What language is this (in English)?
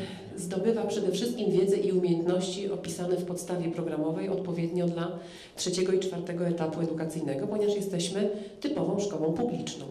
Polish